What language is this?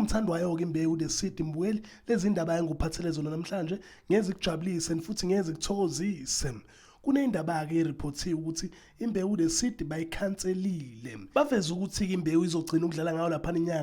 Zulu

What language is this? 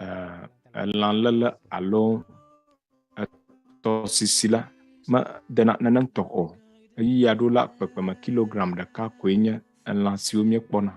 Ewe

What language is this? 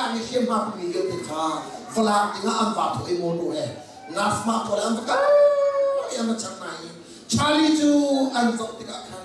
Hakha Chin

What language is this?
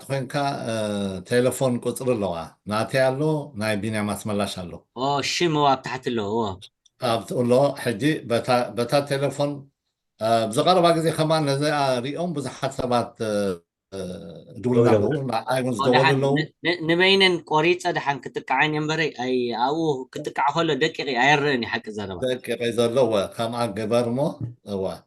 Tigrinya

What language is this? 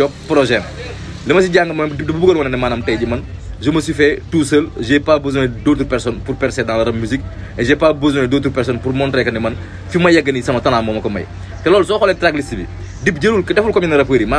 Wolof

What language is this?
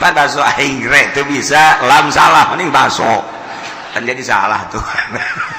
Sundanese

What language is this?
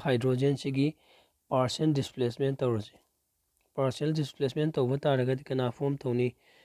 Manipuri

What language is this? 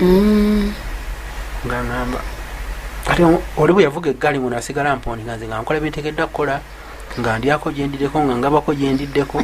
Ganda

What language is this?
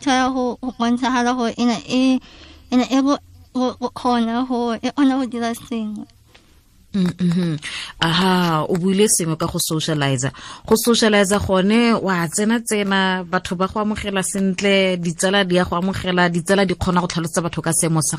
Tswana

